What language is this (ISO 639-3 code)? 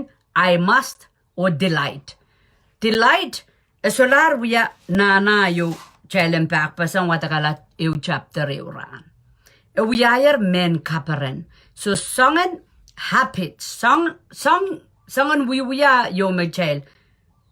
pon